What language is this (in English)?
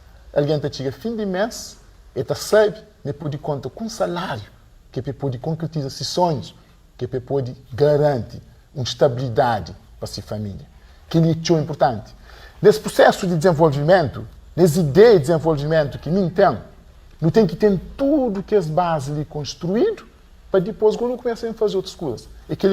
Kabuverdianu